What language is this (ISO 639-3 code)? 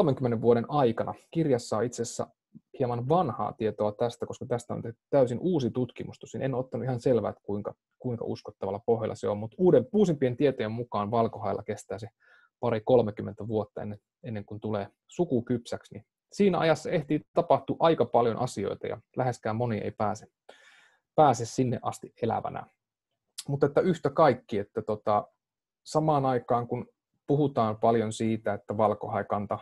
fin